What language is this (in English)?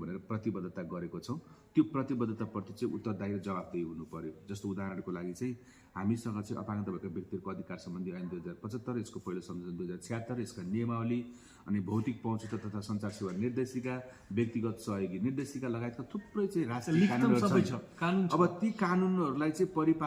Nepali